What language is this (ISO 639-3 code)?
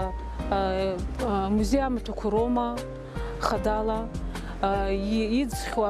abk